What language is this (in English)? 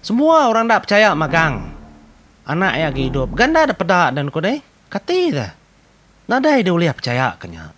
Iban